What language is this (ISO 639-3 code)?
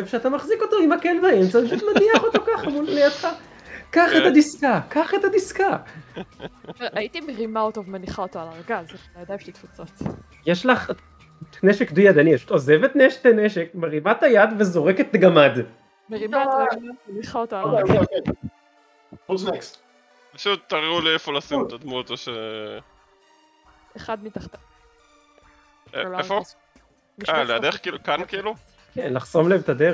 heb